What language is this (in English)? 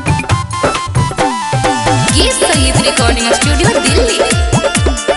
Bhojpuri